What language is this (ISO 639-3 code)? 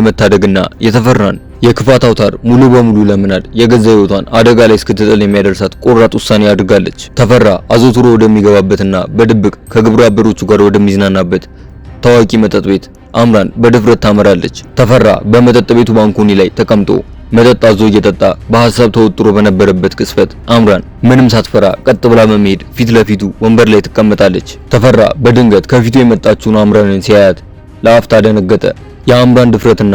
amh